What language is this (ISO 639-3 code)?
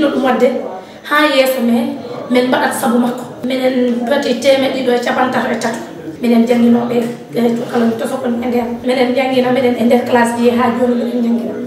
ful